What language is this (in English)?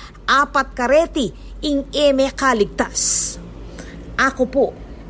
Pampanga